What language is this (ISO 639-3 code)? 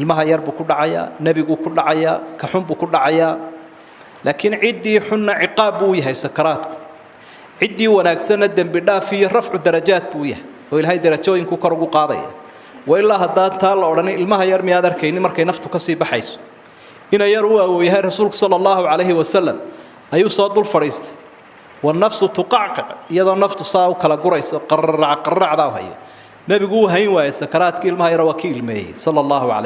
som